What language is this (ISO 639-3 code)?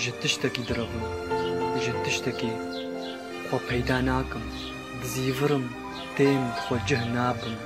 kur